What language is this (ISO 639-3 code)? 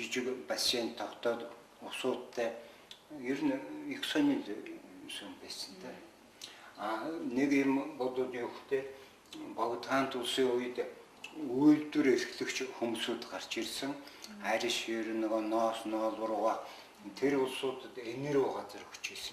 mon